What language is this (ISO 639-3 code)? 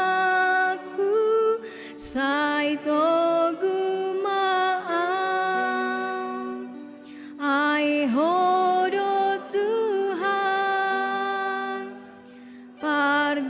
bbc